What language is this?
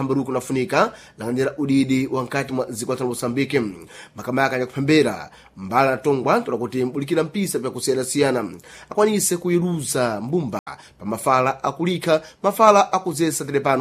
Sena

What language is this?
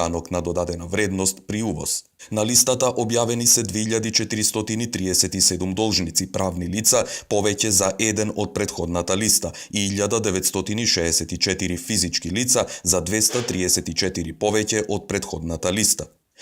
Macedonian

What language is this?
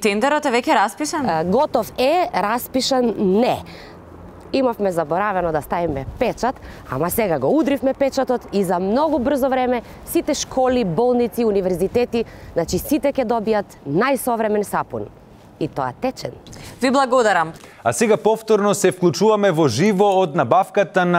Macedonian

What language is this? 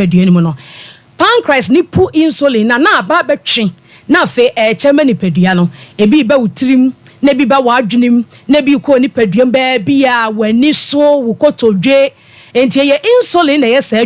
Akan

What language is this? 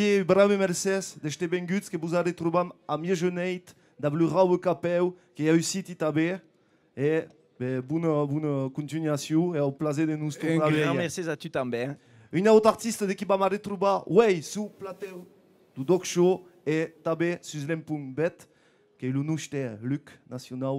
Occitan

